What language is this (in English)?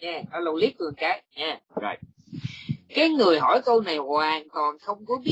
Vietnamese